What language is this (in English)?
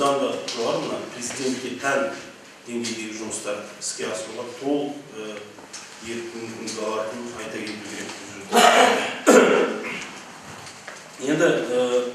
Kazakh